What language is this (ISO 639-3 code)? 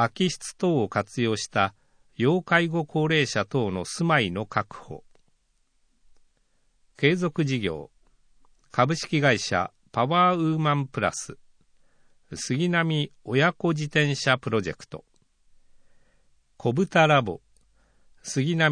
jpn